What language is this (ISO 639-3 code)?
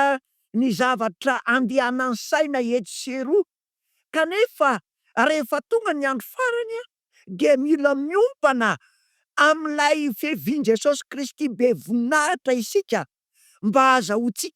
mlg